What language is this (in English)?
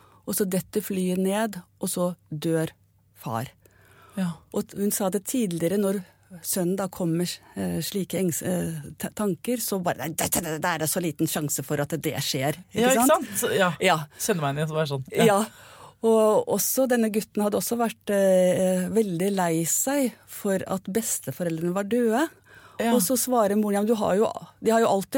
Norwegian